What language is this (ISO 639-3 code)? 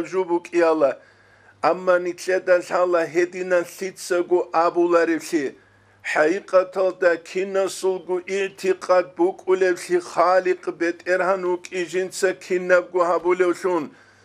ava